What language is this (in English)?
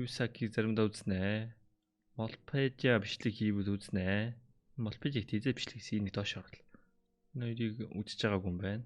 Mongolian